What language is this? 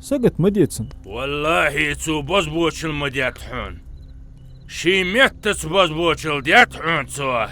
Ingush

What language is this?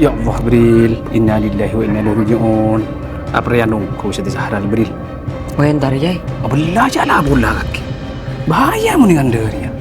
Madurese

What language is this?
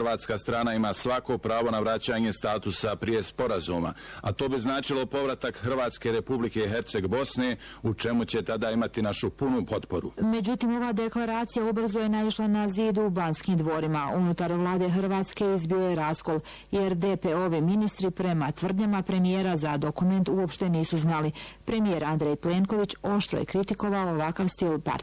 Bosnian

